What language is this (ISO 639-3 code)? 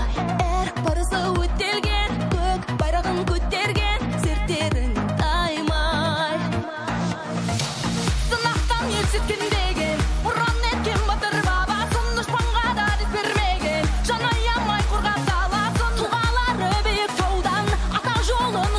kaz